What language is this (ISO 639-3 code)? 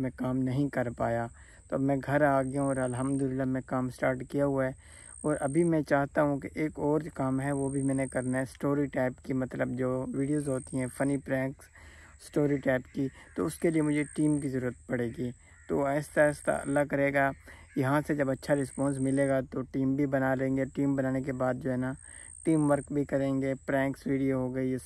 hin